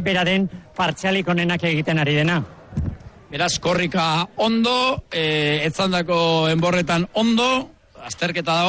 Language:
Basque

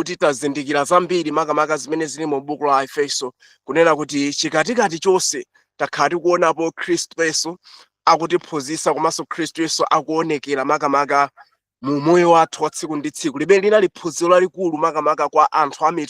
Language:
Nyanja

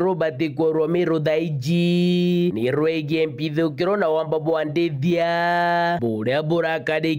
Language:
Meru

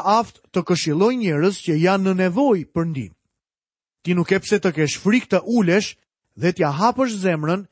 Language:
Albanian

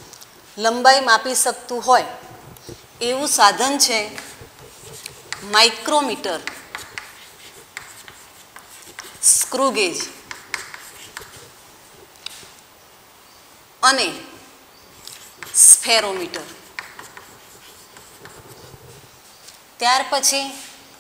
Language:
Gujarati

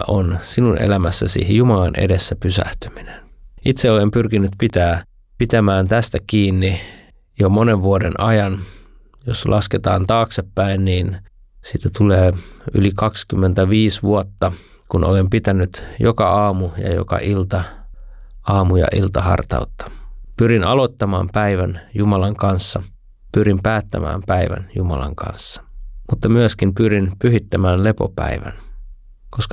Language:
Finnish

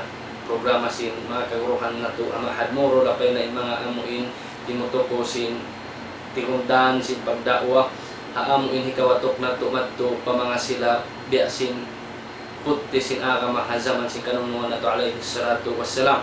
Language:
Tausug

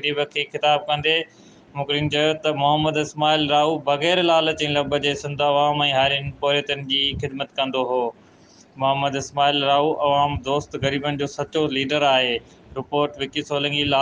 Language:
Sindhi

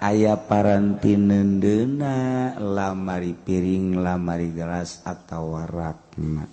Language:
Sundanese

